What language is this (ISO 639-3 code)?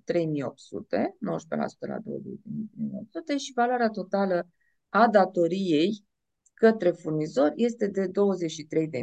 ron